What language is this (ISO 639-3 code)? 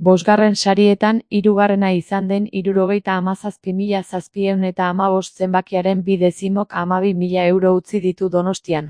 eus